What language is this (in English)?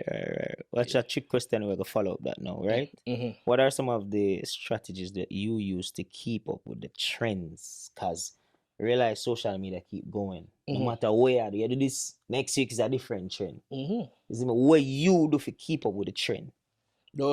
Jamaican Creole English